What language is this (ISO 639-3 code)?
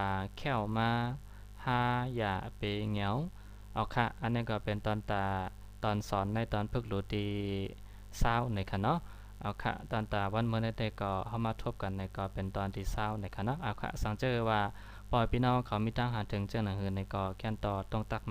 shn